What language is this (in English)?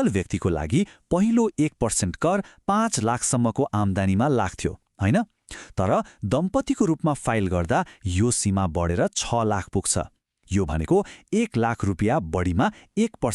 Nepali